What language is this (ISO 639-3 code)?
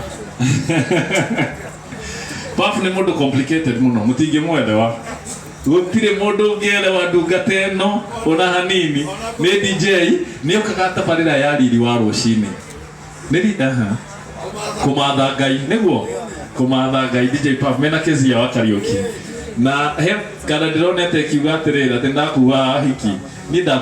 kik